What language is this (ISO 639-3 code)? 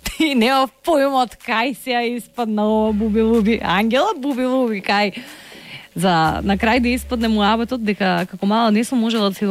mkd